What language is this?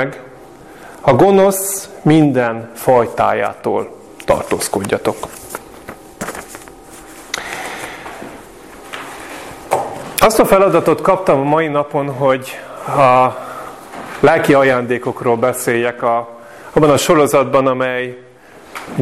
Hungarian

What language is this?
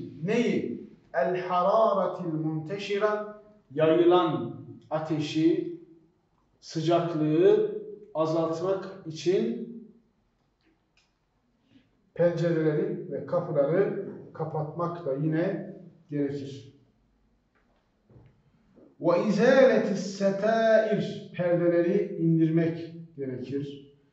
Turkish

